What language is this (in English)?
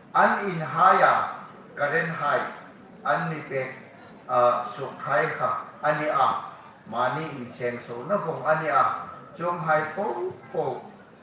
Hmar